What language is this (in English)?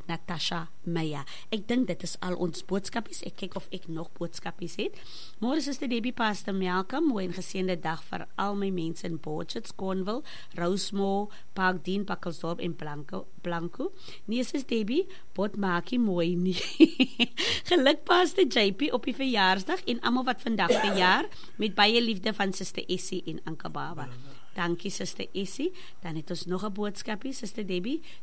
Afrikaans